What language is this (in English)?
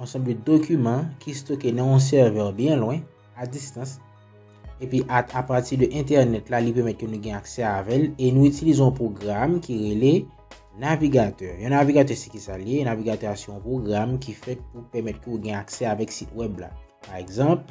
Haitian Creole